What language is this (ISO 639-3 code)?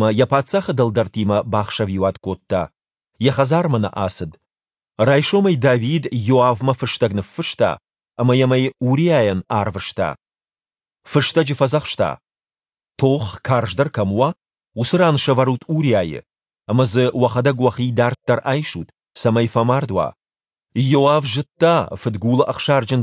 oss